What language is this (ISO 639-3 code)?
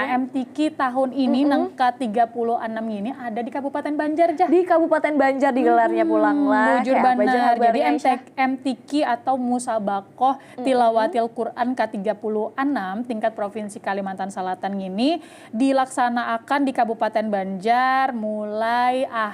bjn